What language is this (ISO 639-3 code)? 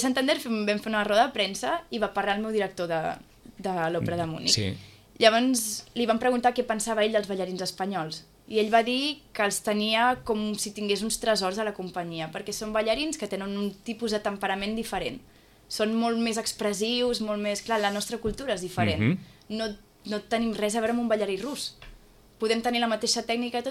cat